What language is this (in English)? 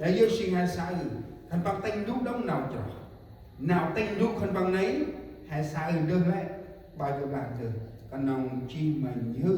Central Mnong